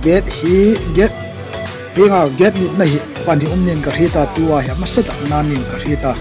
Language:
Hmar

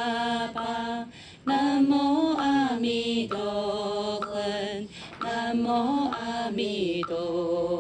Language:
Chinese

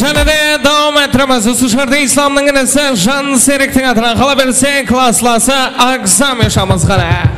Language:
Kara-Kalpak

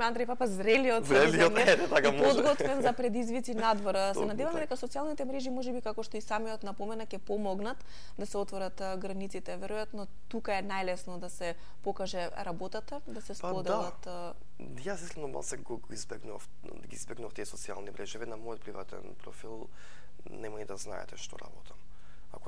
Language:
Macedonian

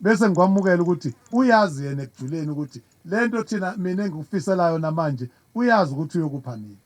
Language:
Zulu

